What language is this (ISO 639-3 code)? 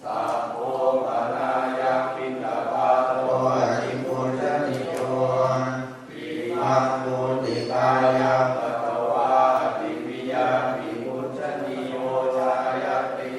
pli